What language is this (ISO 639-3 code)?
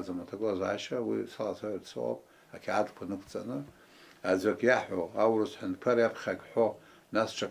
abk